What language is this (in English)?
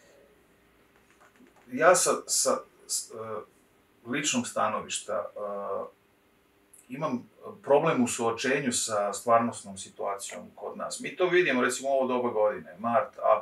Serbian